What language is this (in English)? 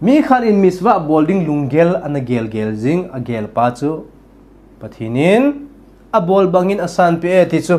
Thado Chin